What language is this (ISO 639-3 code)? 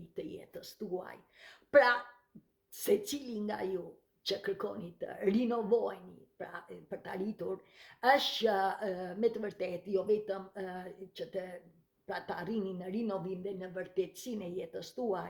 sqi